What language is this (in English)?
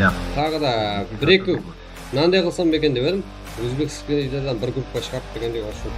Kara-Kalpak